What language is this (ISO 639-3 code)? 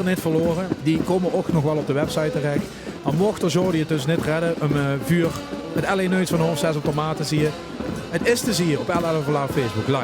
lim